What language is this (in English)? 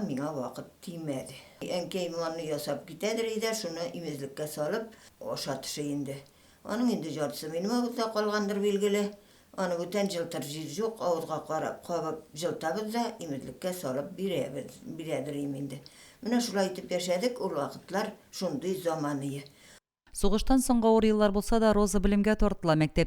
Tatar